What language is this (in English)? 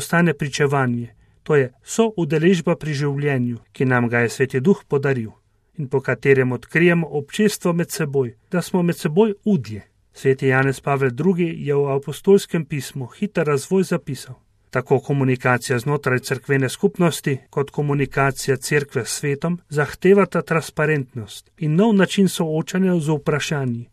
Slovenian